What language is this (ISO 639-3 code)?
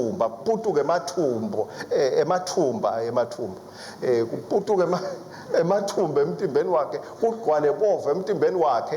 ssw